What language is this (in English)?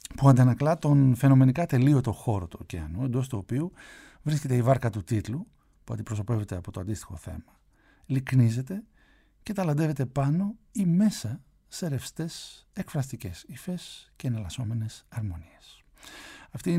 Greek